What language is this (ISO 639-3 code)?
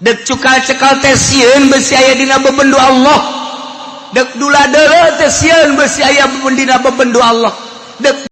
sun